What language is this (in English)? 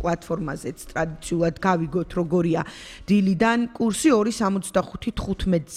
Georgian